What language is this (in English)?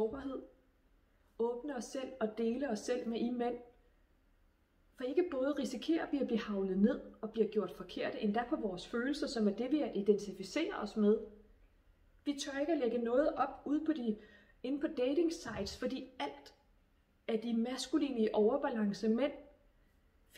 Danish